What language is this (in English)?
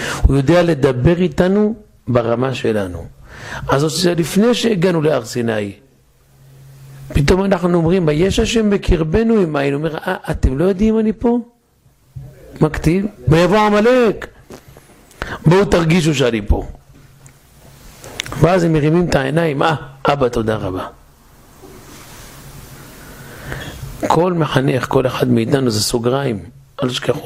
Hebrew